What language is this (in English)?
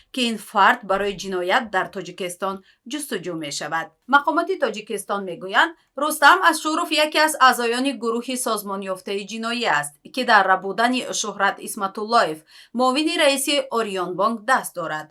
Tajik